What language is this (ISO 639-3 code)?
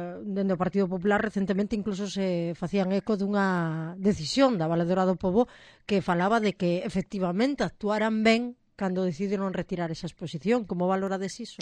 glg